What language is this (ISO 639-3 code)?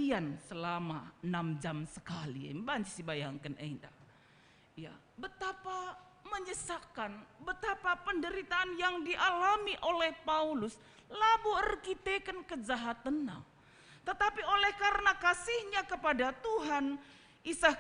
btx